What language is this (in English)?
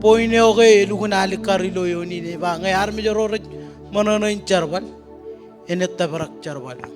Marshallese